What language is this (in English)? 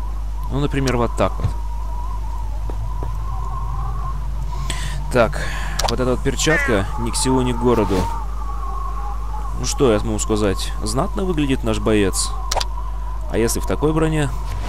Russian